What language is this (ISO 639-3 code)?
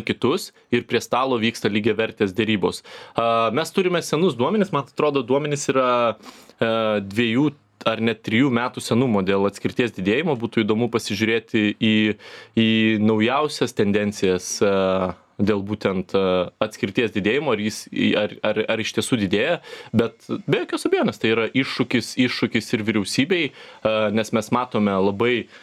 lit